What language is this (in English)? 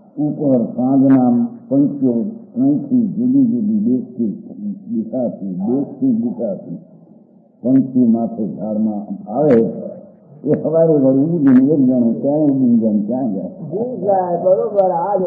Gujarati